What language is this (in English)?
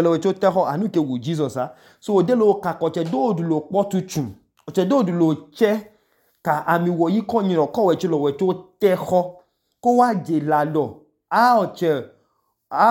Idoma